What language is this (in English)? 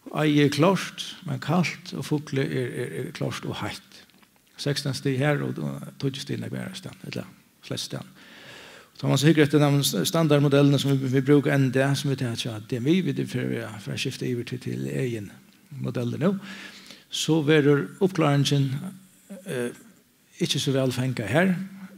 Faroese